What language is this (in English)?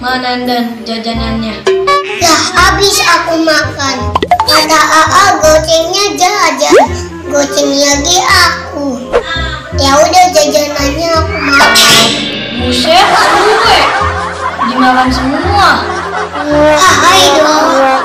Betawi